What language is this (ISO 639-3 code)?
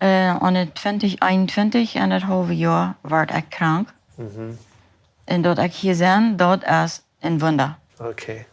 pdt